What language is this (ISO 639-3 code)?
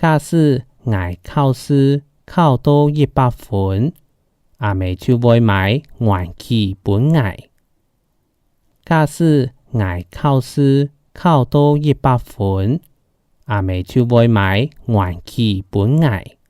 hak